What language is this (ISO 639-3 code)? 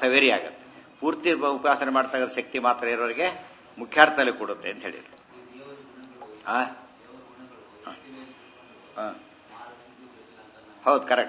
kan